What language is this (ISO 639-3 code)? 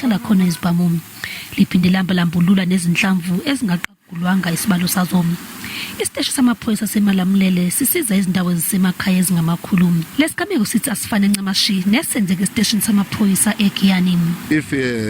zul